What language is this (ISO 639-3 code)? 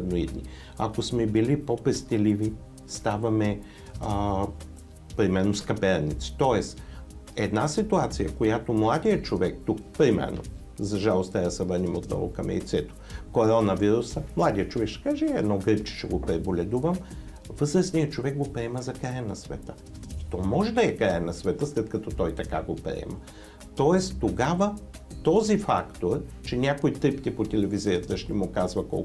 bul